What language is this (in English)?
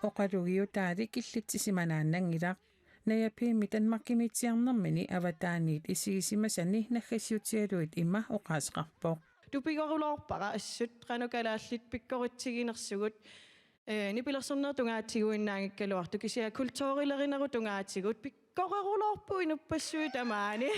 Kalaallisut